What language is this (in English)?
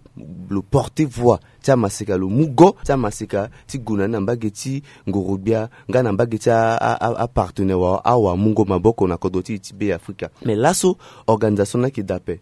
Sango